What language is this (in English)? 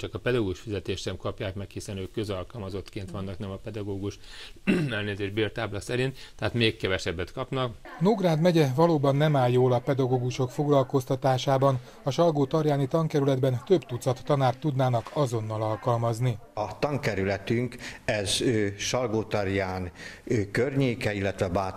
Hungarian